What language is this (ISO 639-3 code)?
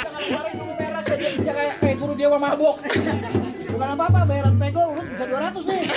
bew